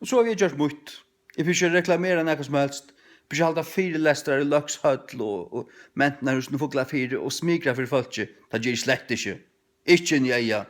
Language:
Faroese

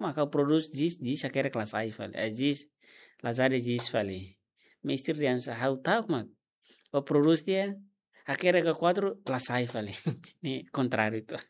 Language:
Tetum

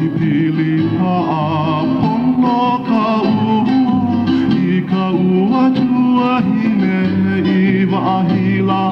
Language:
Hawaiian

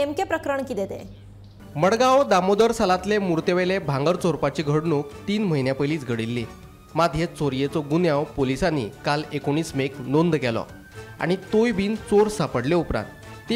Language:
Konkani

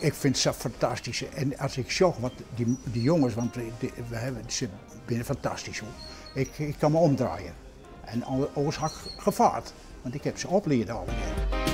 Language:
Western Frisian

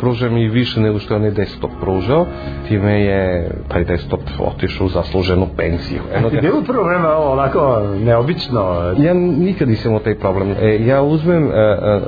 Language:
Serbian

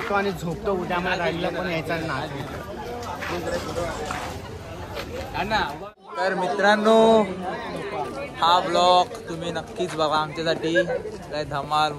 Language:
Marathi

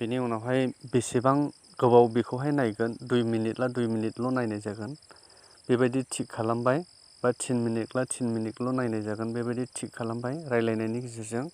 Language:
Bodo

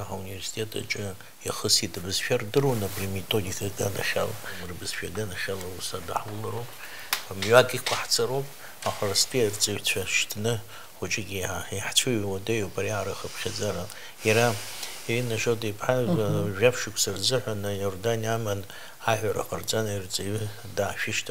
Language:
Abkhazian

